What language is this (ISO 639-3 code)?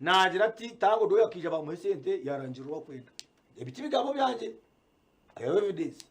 nyn